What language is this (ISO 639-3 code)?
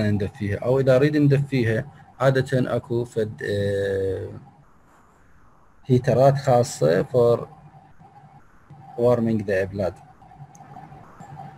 acm